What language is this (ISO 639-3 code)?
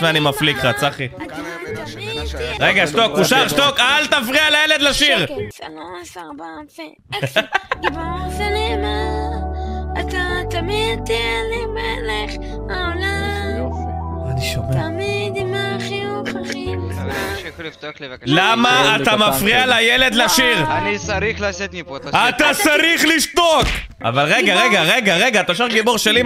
heb